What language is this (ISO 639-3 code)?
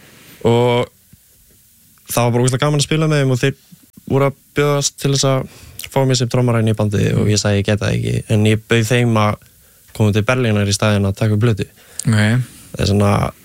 isl